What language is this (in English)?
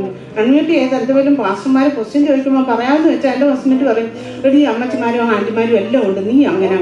Malayalam